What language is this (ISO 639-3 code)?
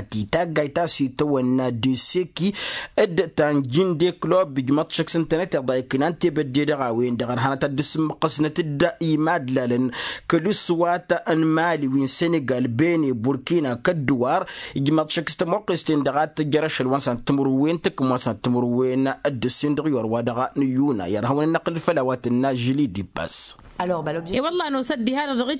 taq